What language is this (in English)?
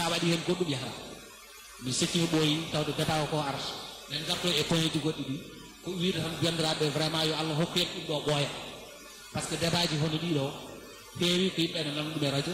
Fula